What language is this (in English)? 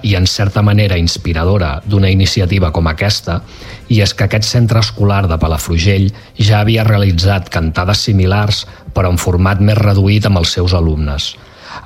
Catalan